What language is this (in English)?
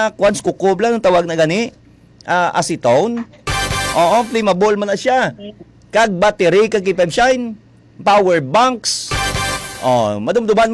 Hiligaynon